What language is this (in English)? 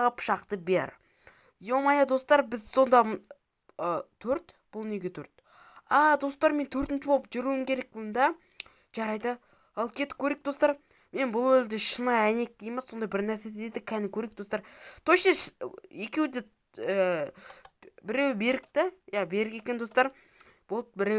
Kazakh